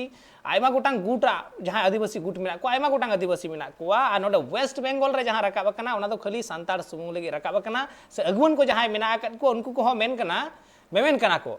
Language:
Santali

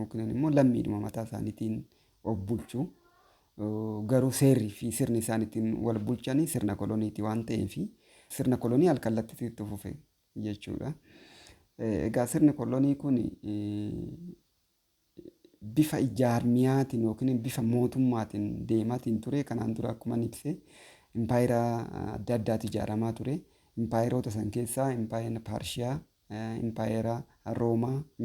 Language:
Oromo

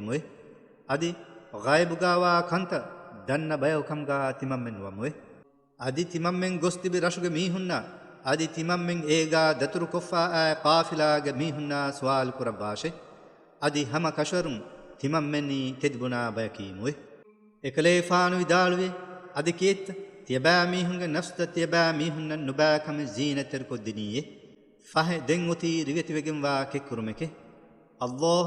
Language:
Divehi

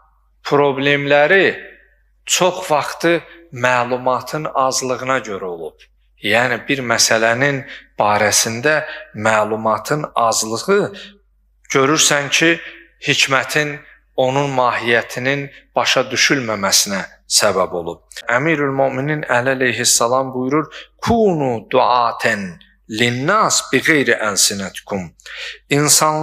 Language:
Azerbaijani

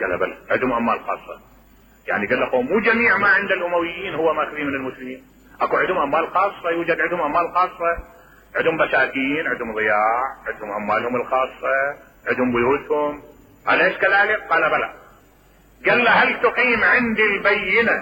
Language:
Mesopotamian Arabic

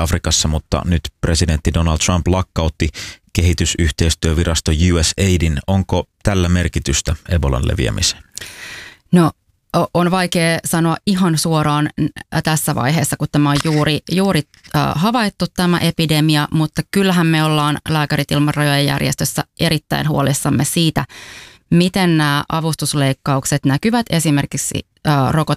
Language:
Finnish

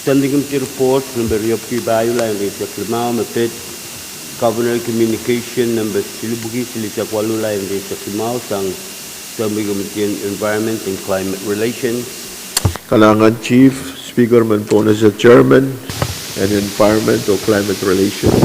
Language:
Pohnpeian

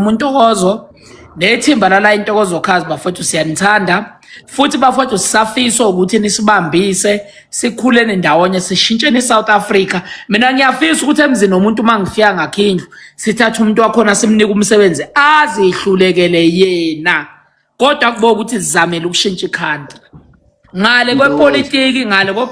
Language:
Zulu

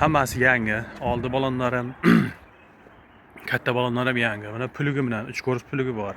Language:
Uzbek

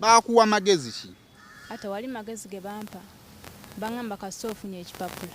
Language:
Ganda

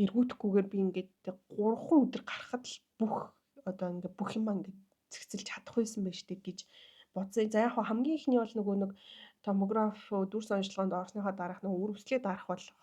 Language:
Mongolian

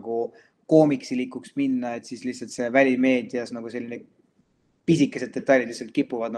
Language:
Estonian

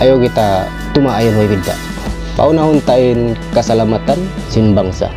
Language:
Tausug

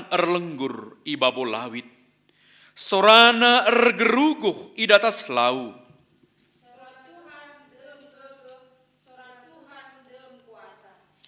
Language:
Batak Karo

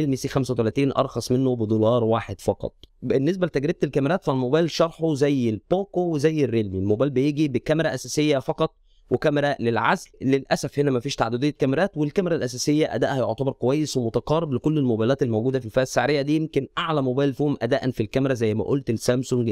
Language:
Egyptian Arabic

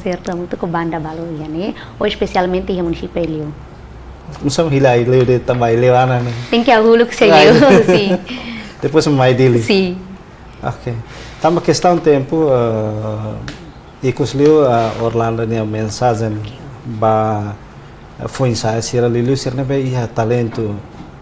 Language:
Tetum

